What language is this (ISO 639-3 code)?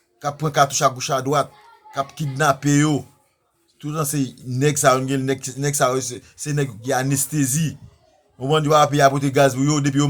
hat